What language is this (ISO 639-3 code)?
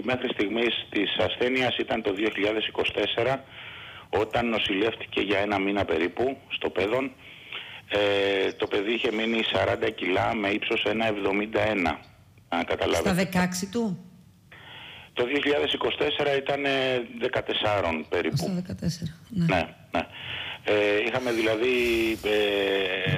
ell